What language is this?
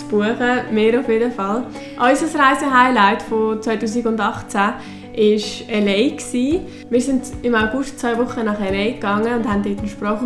Swiss German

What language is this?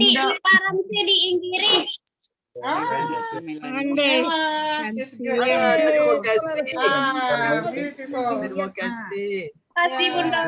Minangkabau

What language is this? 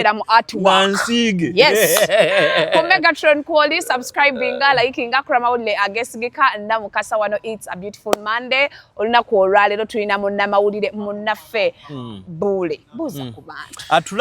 Ganda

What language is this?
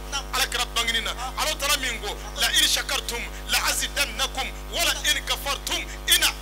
Bambara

